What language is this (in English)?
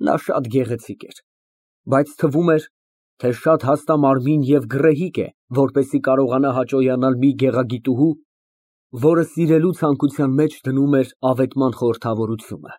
Armenian